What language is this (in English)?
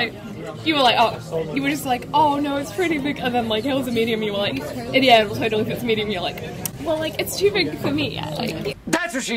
English